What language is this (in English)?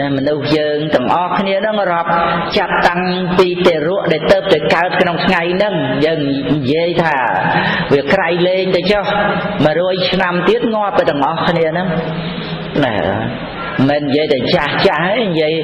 Khmer